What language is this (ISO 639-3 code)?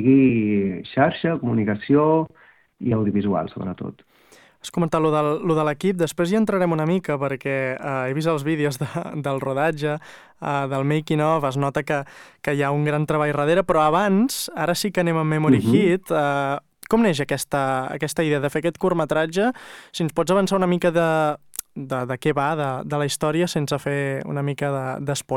cat